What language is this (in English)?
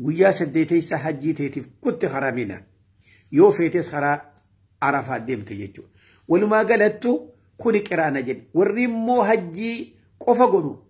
Oromo